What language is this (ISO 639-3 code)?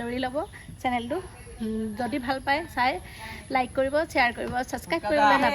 asm